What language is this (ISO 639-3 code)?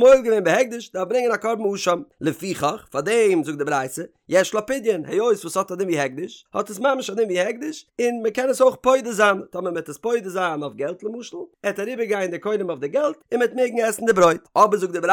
yid